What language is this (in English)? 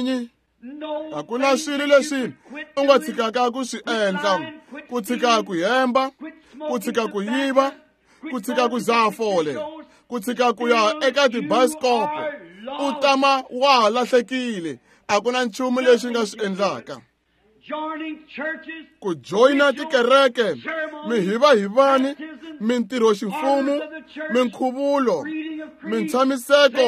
Tsonga